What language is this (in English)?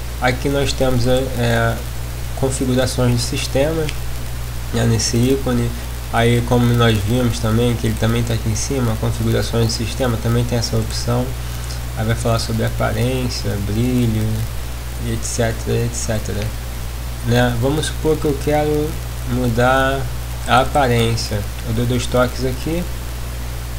Portuguese